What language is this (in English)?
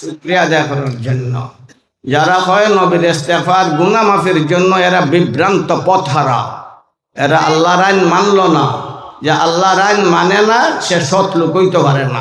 Sylheti